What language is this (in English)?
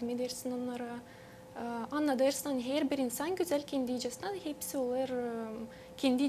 Gagauz